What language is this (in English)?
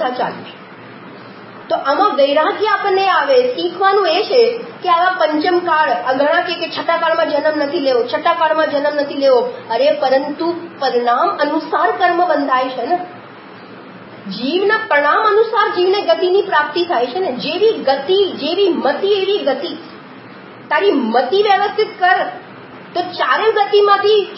Gujarati